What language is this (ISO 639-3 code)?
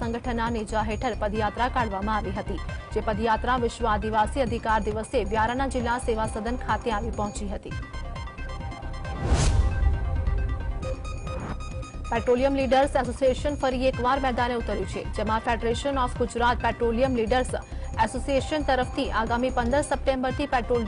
guj